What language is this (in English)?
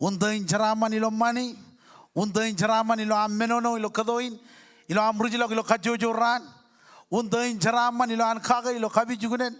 Marshallese